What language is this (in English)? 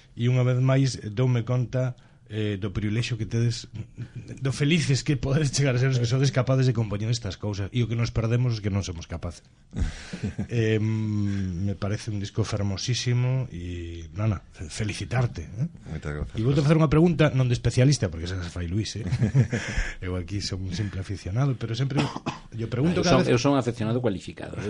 Galician